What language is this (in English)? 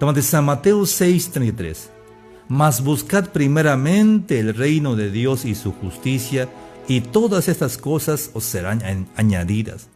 Tzeltal